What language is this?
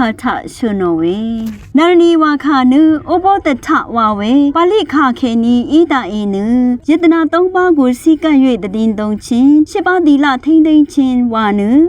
Rawang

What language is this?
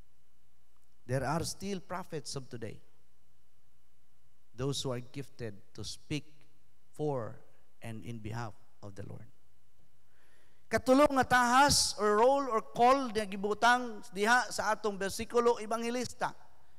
Cebuano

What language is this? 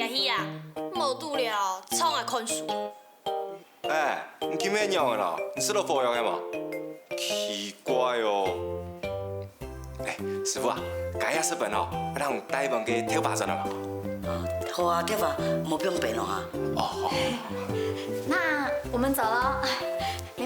Hakka Chinese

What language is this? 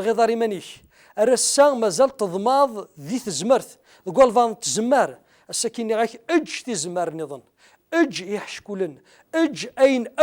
Kabyle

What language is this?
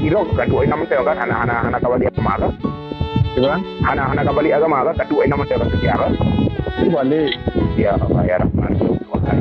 Achinese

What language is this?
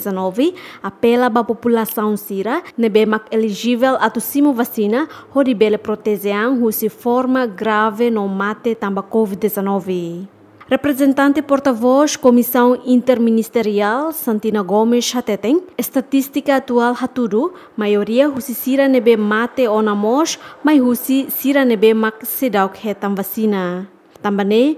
Tetum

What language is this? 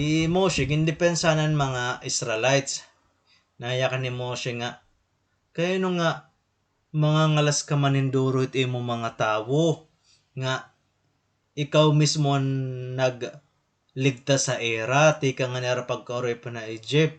Waray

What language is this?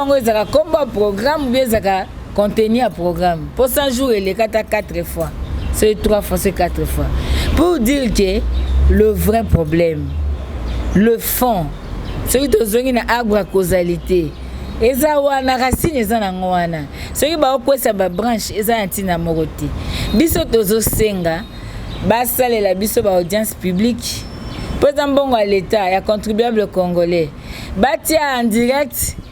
Lingala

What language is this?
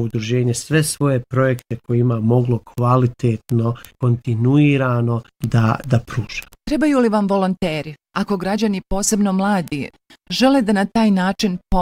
Bosnian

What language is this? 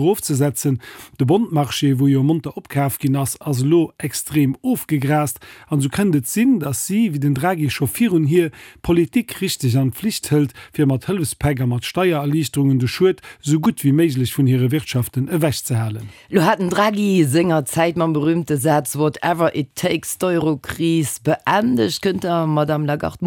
Luxembourgish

